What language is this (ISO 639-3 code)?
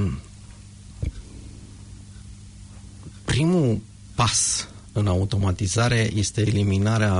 ron